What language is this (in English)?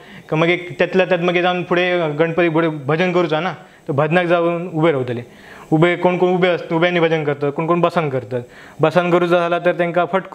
Konkani